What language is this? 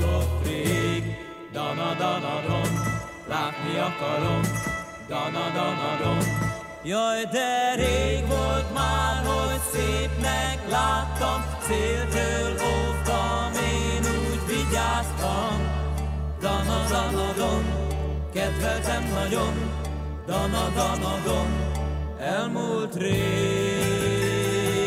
Hungarian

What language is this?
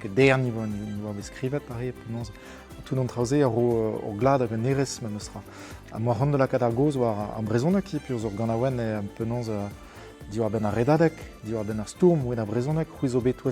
Breton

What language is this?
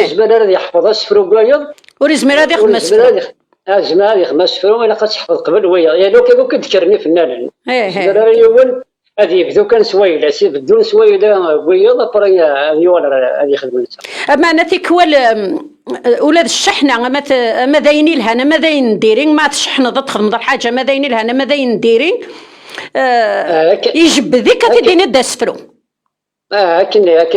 Kabyle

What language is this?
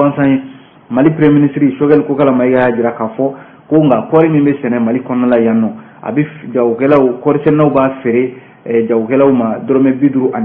Bambara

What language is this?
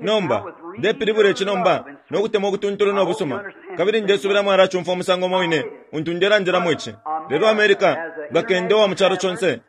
Bemba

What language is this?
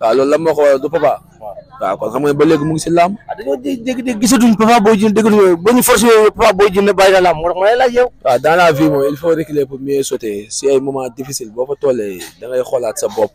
Wolof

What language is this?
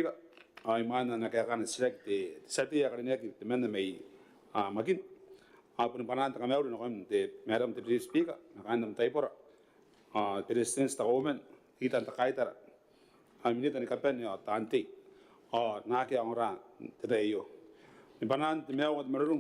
Gilbertese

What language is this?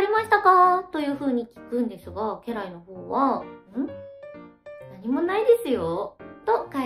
Japanese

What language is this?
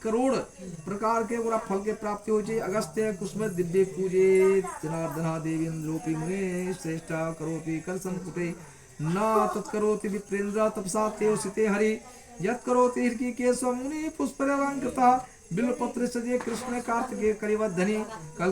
Maithili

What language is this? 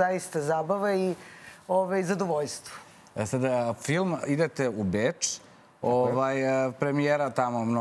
Serbian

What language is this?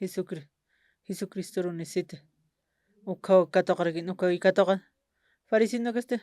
Aymara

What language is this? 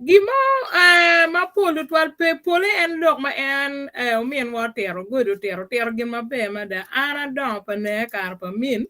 Acoli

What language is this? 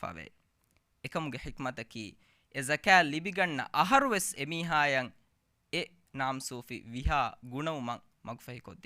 Divehi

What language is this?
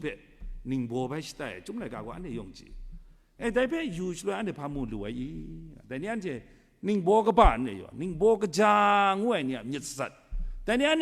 Kachin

